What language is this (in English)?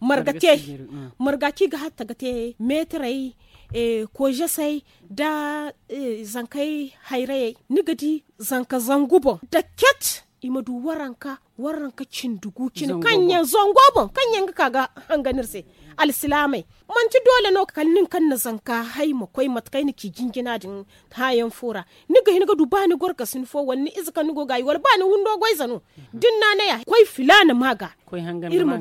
Zarma